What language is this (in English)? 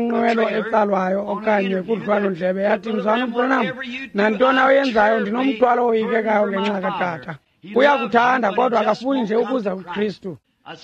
Xhosa